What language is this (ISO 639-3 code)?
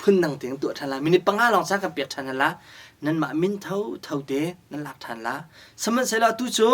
cnh